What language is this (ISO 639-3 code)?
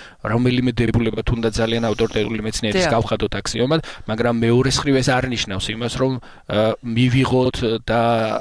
kat